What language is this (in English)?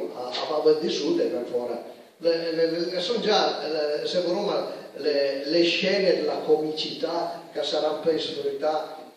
Piedmontese